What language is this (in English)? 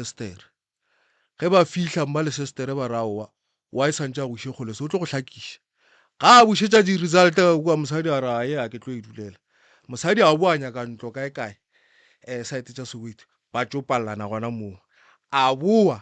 Northern Sotho